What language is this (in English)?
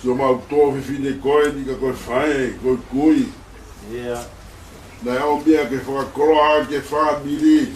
Tongan